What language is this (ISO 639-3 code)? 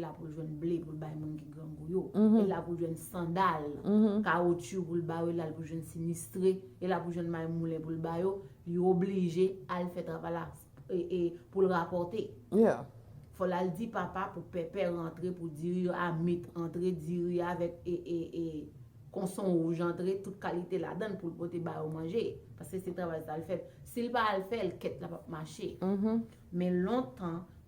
hat